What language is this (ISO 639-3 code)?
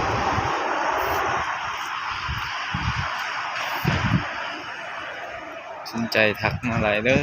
lao